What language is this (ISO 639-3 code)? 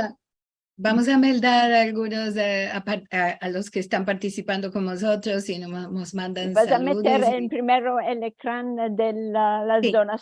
lad